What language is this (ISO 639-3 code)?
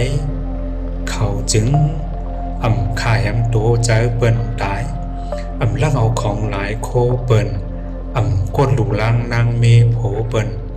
shn